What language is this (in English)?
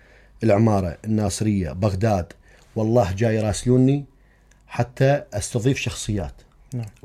Mesopotamian Arabic